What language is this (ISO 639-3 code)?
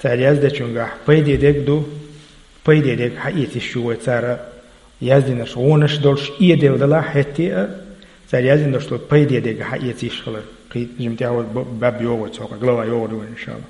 che